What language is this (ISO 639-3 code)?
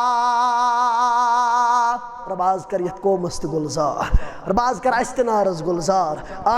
kas